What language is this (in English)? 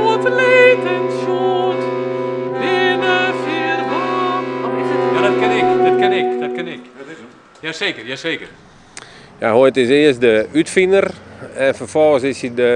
Western Frisian